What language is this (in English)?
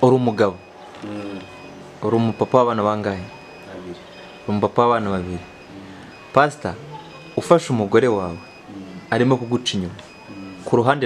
Kinyarwanda